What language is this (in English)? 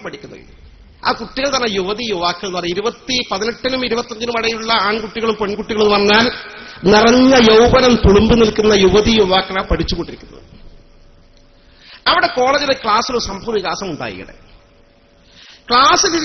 Malayalam